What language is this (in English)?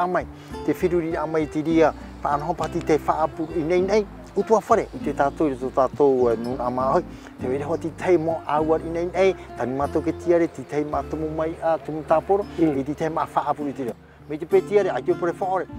Tahitian